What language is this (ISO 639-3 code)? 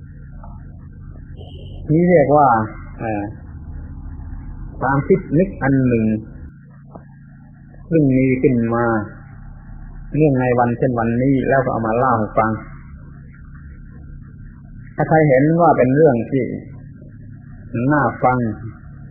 tha